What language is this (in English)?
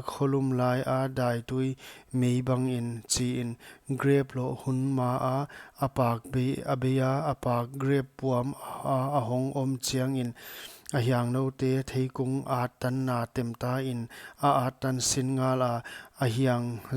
Paite Chin